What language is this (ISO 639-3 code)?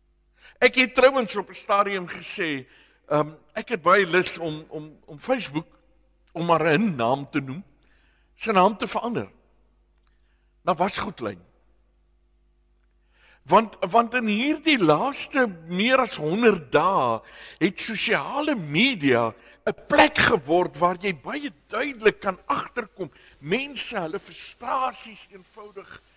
afr